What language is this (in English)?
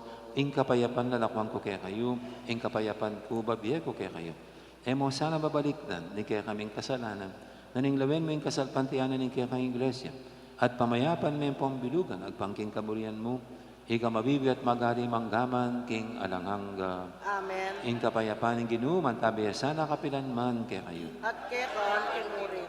Pampanga